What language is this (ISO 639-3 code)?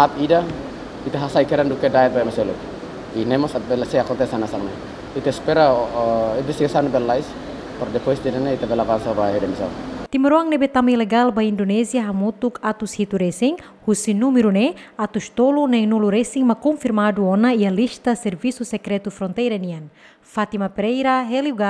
tet